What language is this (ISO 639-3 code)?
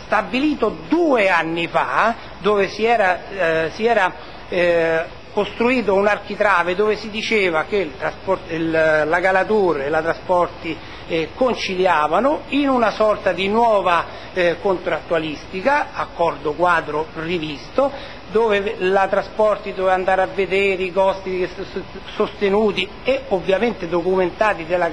ita